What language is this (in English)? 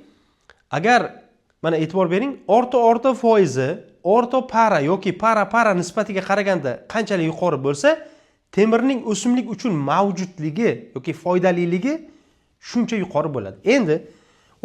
Uzbek